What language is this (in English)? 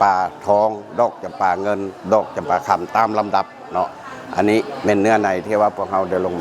Lao